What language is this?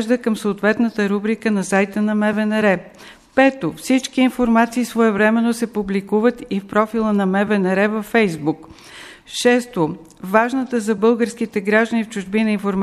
Bulgarian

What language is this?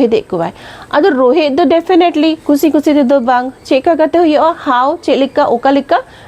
Santali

